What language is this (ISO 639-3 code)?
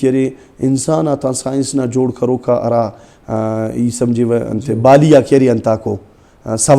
brh